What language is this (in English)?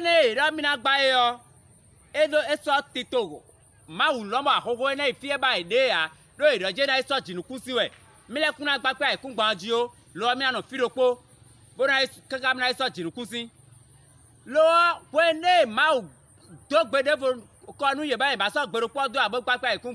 Fon